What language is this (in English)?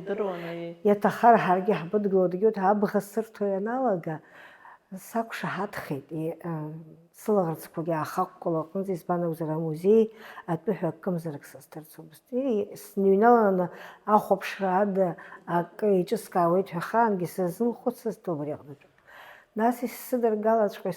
Abkhazian